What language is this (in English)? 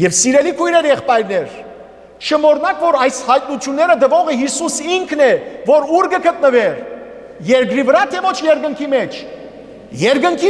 Western Armenian